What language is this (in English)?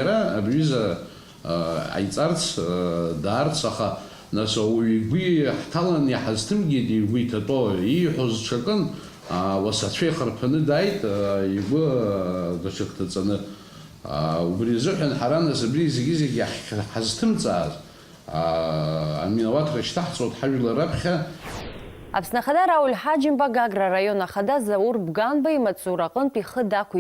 Abkhazian